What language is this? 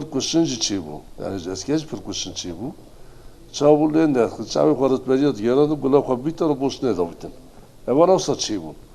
Kurdish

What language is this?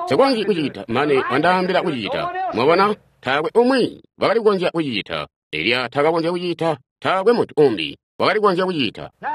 Tonga (Zambia)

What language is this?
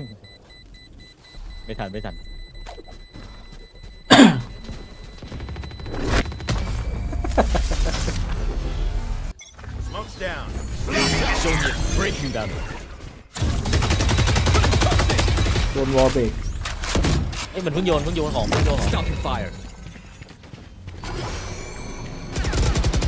Thai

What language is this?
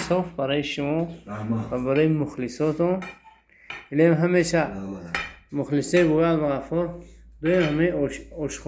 Tajik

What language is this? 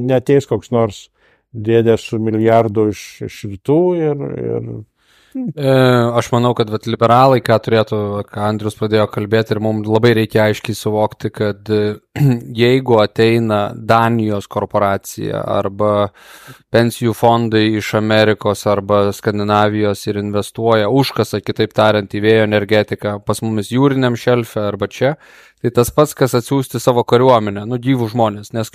Lithuanian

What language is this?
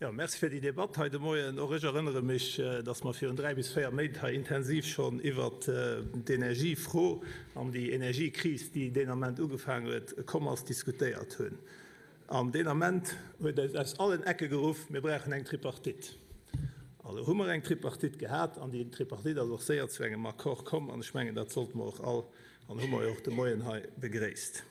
Luxembourgish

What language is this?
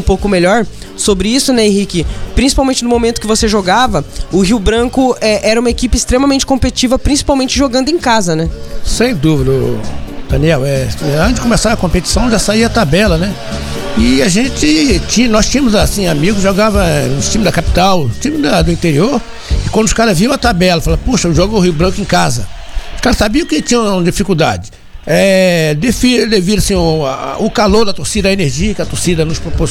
Portuguese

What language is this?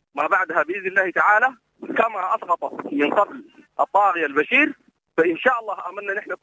Sudanese Arabic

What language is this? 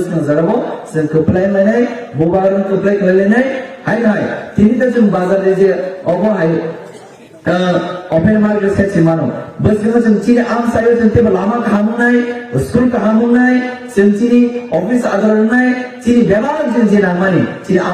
Kok Borok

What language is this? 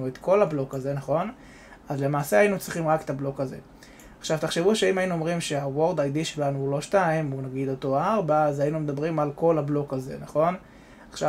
Hebrew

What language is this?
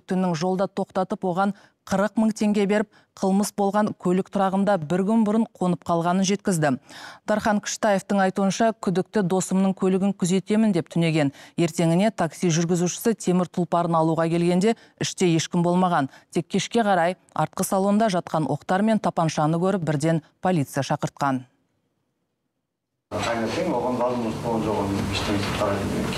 Kazakh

